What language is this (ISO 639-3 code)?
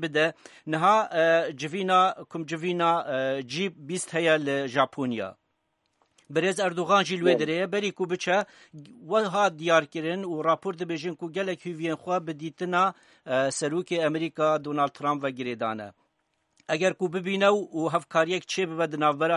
kur